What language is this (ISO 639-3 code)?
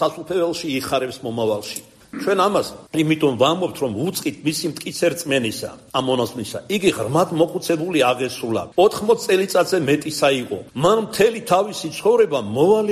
kat